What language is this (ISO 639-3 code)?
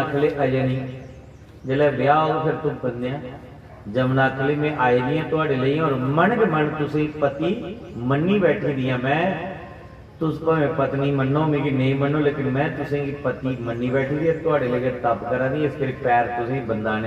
doi